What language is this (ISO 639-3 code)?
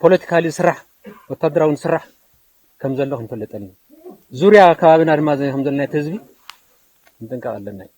tir